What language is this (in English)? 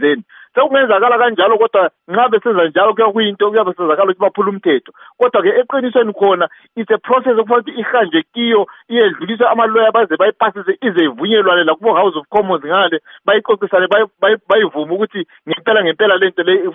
North Ndebele